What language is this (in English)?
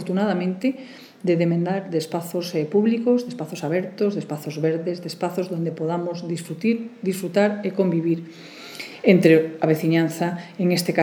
Galician